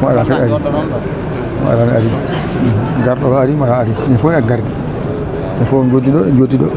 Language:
Fula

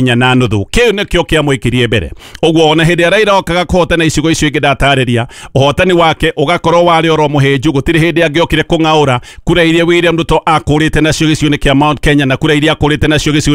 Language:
Kikuyu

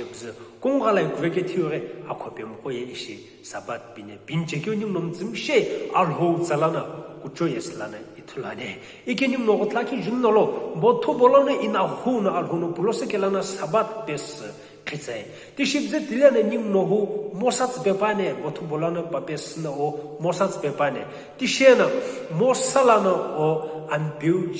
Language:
Sumi Naga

